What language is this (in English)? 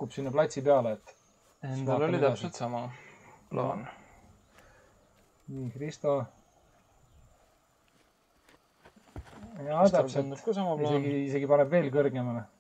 Estonian